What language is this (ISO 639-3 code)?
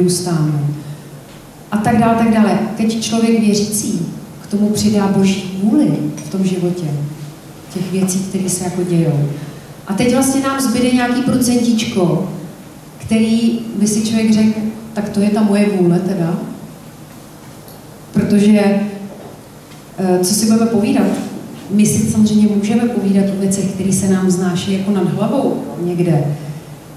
ces